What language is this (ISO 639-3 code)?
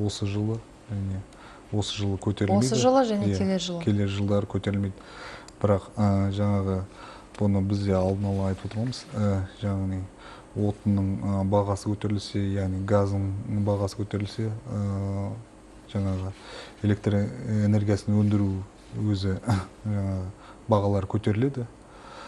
kaz